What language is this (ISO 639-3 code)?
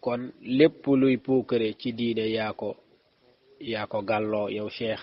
wol